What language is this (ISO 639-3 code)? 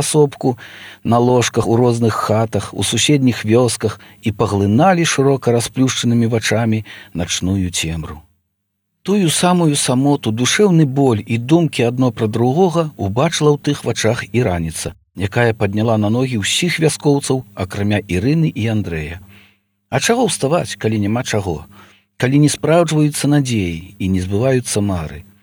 bel